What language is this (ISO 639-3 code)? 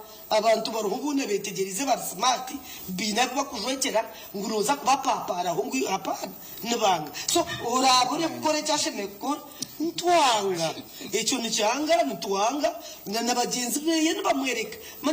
nyn